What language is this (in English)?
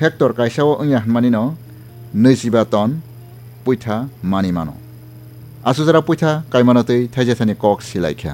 Kok Borok